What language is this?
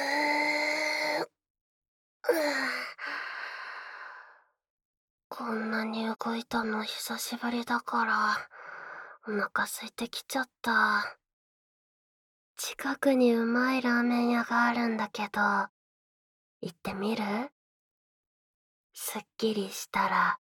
Japanese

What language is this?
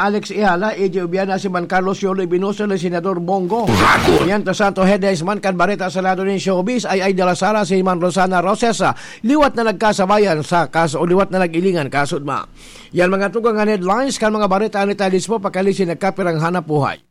Bikol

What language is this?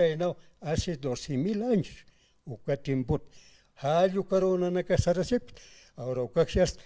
Aymara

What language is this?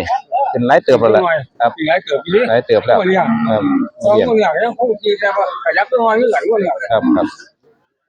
Northeastern Thai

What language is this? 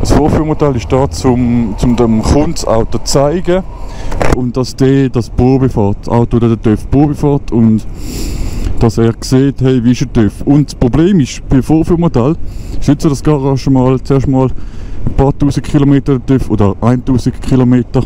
Swiss German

